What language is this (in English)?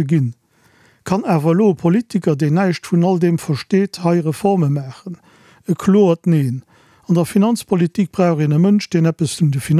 Luxembourgish